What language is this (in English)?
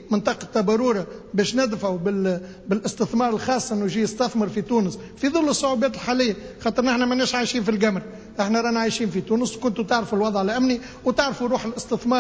Tunisian Arabic